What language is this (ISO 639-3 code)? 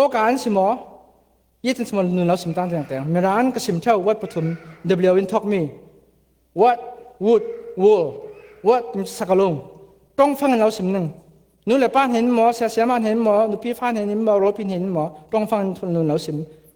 cfm